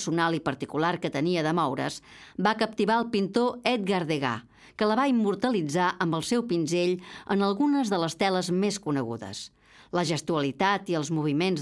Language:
Catalan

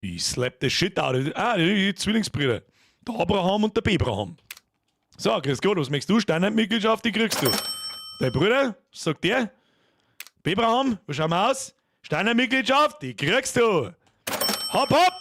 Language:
Bavarian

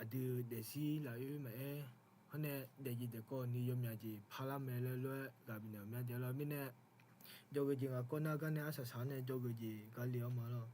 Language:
Akha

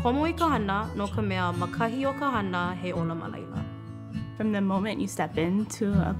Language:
Hawaiian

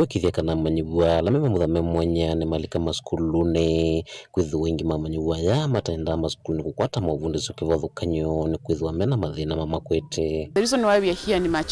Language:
Kamba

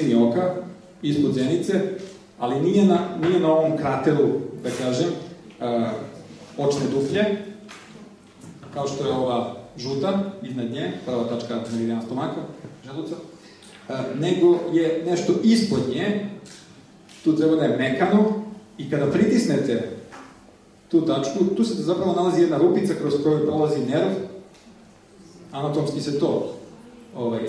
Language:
Serbian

